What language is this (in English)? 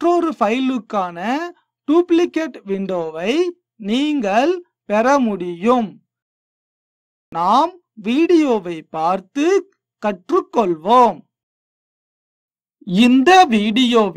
Tamil